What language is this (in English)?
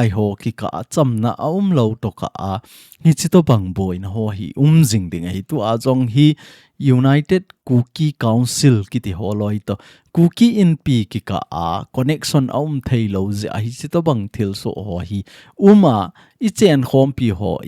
Thado Chin